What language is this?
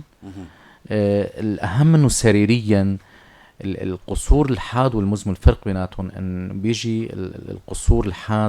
North Levantine Arabic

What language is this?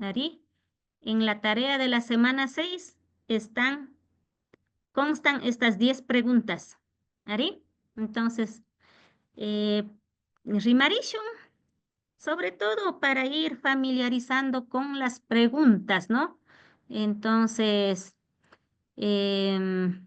Imbabura Highland Quichua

